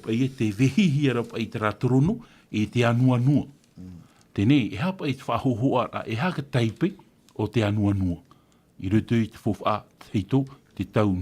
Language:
Tahitian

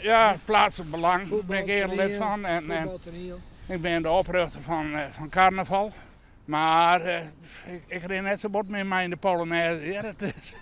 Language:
Western Frisian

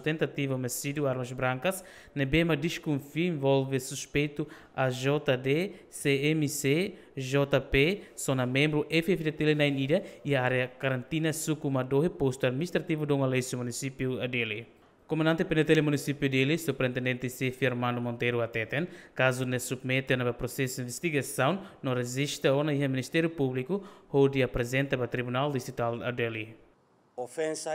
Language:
Tetum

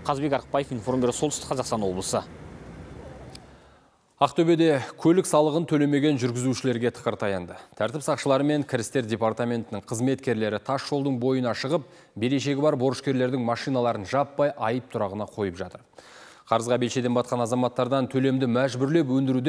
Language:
Kazakh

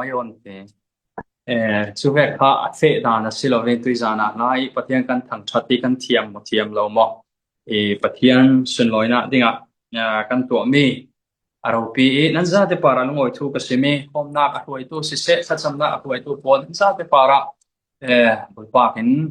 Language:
Falam Chin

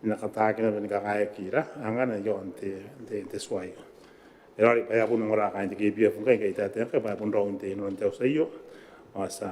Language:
Gilbertese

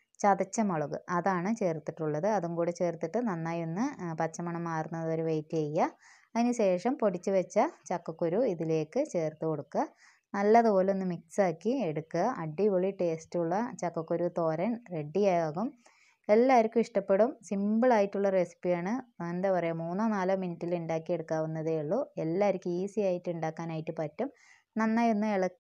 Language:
Malayalam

